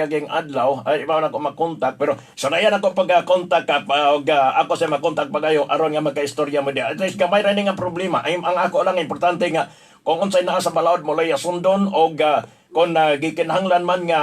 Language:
Cebuano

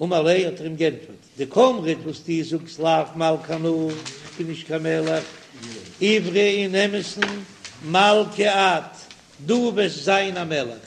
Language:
Yiddish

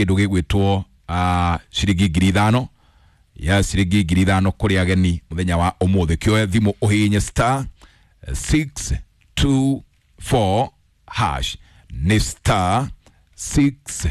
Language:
Kikuyu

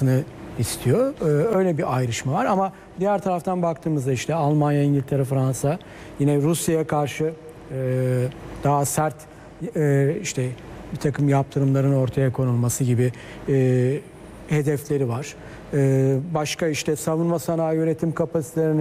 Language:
Turkish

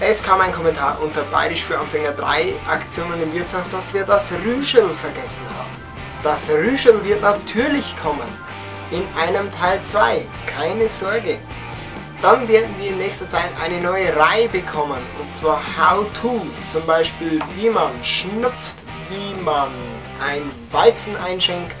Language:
Bavarian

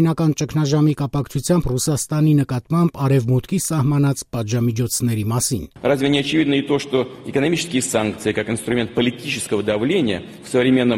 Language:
Armenian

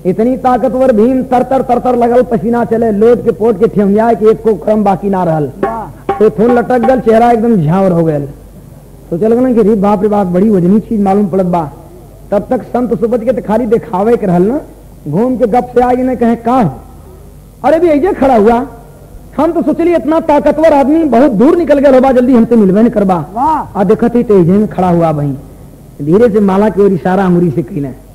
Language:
Bhojpuri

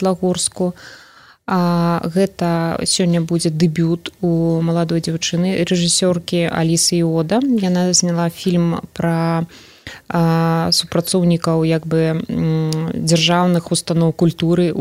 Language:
Belarusian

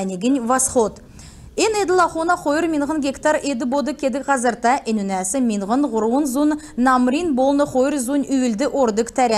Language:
Kalmyk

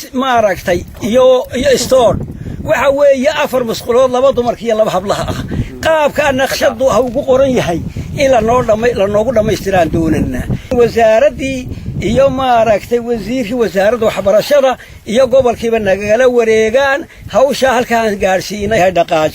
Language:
Somali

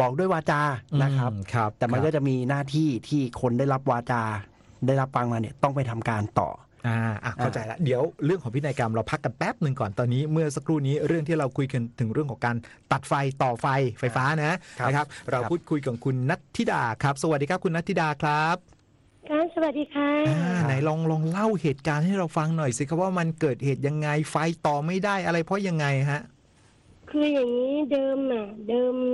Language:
Thai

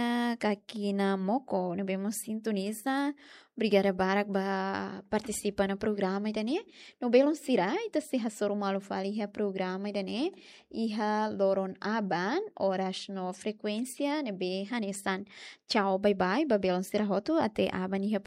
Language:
Tetum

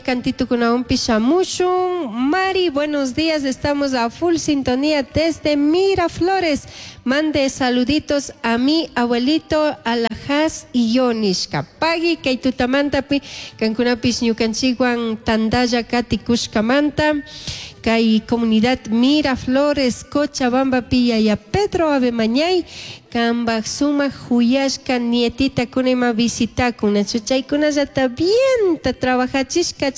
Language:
Chimborazo Highland Quichua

